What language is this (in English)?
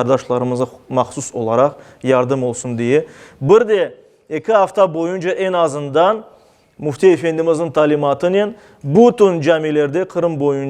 Crimean Tatar